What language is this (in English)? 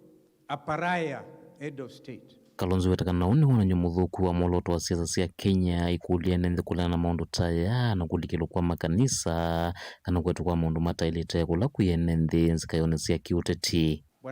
Kamba